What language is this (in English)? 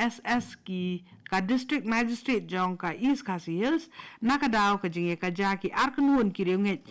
Khasi